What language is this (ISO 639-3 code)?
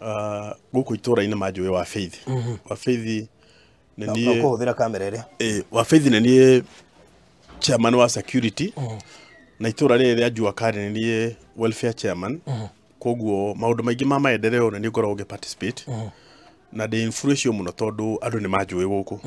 kik